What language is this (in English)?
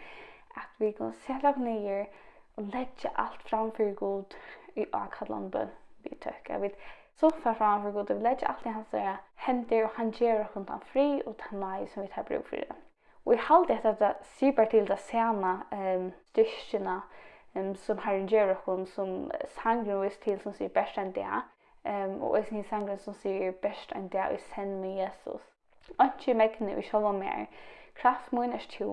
Faroese